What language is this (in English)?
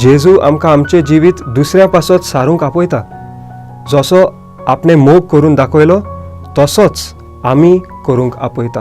Konkani